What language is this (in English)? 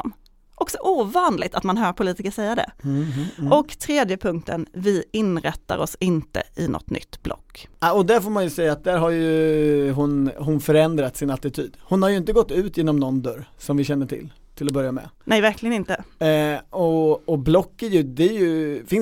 Swedish